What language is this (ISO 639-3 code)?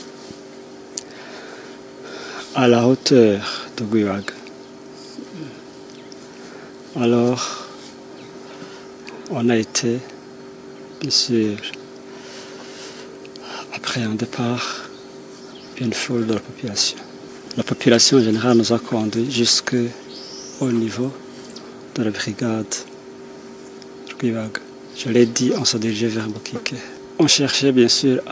fra